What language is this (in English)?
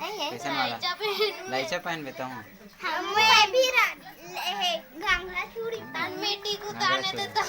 Chhattisgarhi